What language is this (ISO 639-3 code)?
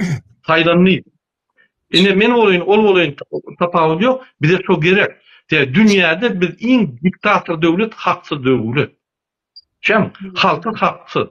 tuk